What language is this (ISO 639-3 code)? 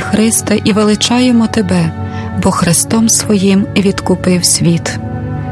ukr